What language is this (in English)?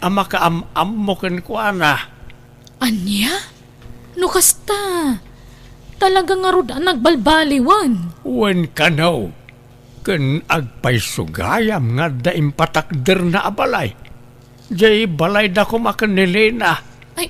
Iloko